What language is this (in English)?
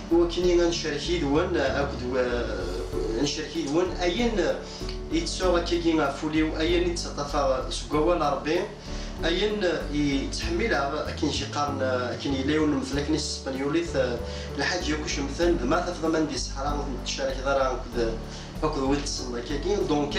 Kabyle